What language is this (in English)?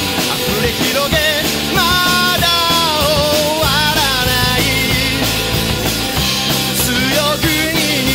Japanese